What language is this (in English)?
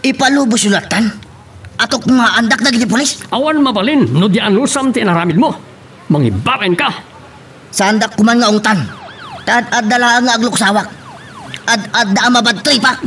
Iloko